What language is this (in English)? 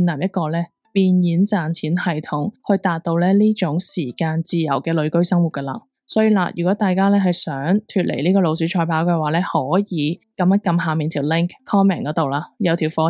Cantonese